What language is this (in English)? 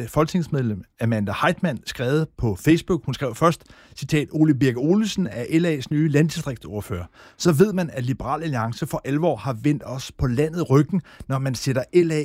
Danish